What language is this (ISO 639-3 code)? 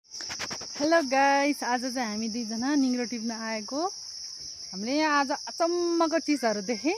nep